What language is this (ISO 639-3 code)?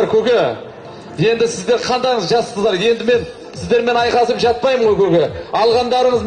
kaz